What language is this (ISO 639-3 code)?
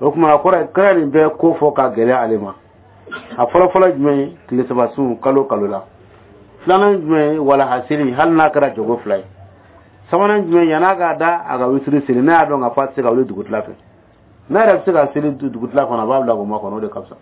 dyu